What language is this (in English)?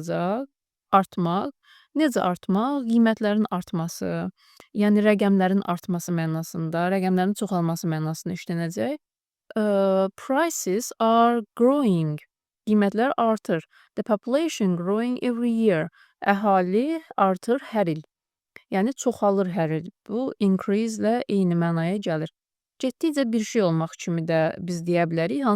Azerbaijani